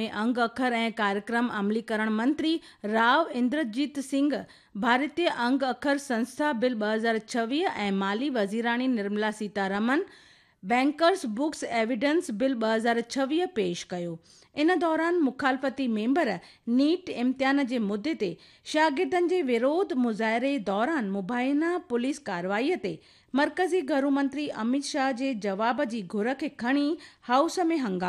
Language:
Sindhi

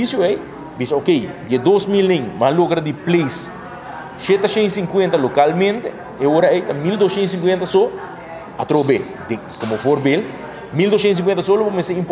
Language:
Papiamento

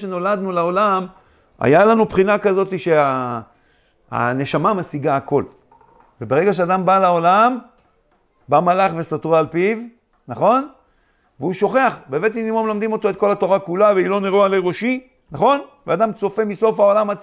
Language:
Hebrew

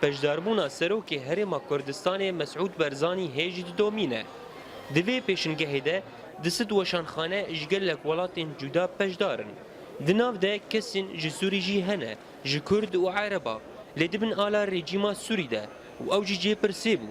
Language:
Kurdish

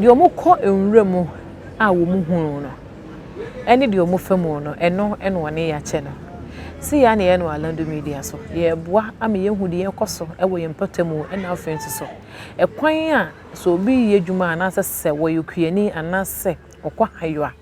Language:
Akan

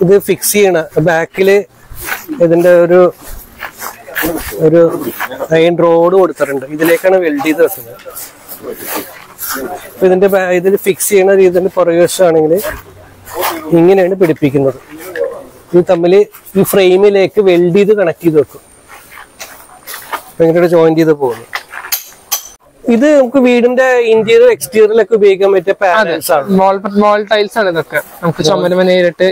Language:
Malayalam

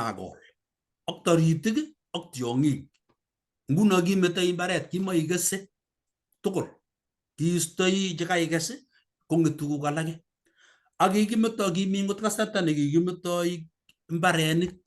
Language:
Kalenjin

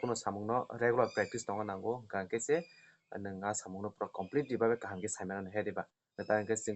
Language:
Kok Borok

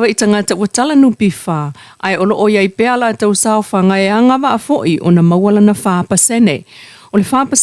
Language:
Samoan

